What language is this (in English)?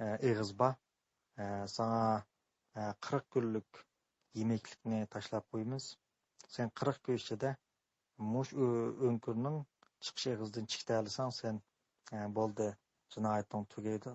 Uyghur